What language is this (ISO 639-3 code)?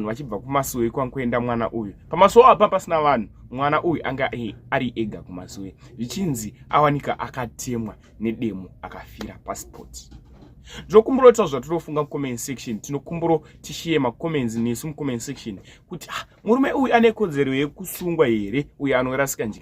sna